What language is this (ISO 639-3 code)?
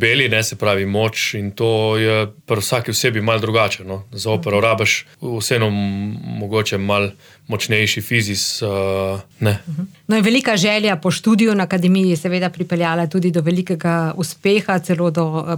slv